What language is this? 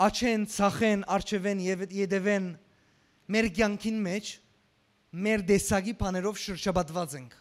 Western Armenian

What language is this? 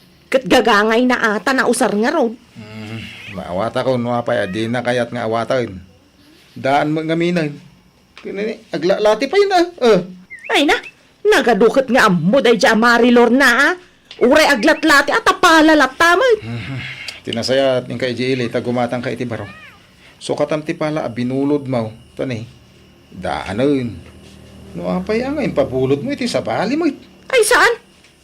Iloko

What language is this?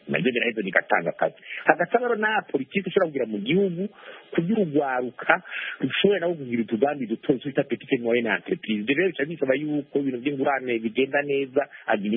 Kinyarwanda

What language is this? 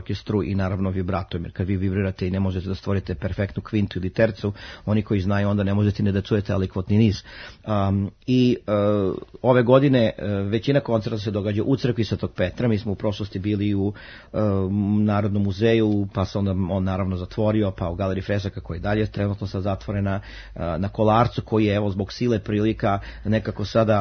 Serbian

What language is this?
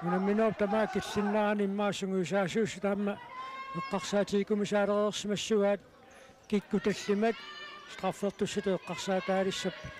Kalaallisut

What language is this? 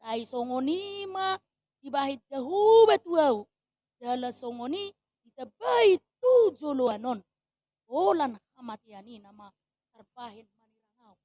Batak Toba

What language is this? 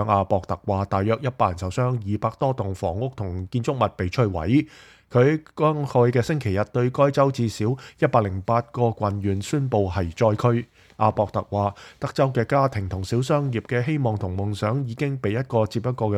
Cantonese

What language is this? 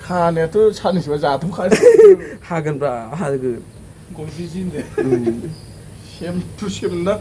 Bodo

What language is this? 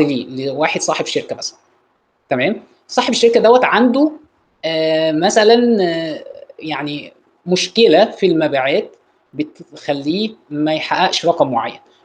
Egyptian Arabic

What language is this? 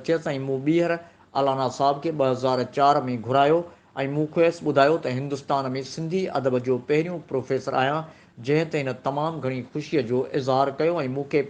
Sindhi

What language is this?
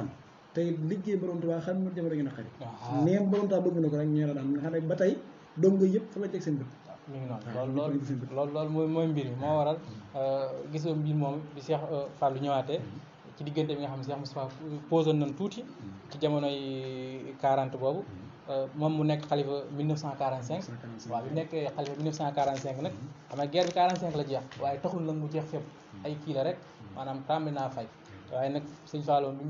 Wolof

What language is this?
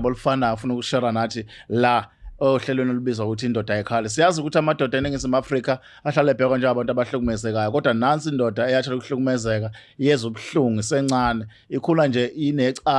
Zulu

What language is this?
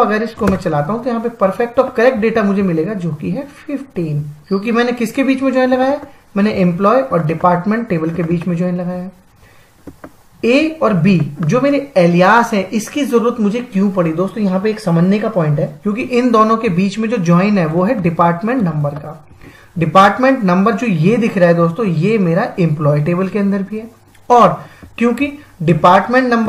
Hindi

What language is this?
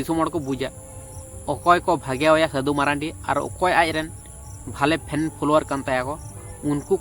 Santali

